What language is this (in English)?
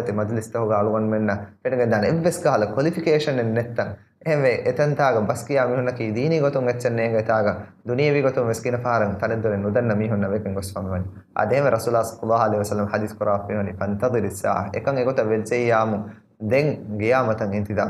Divehi